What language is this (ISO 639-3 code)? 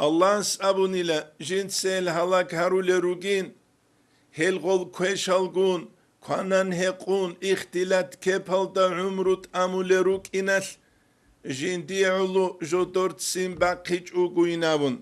ava